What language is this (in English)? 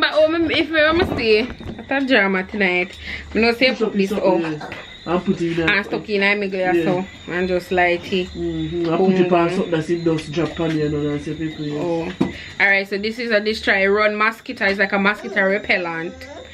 Jamaican Creole English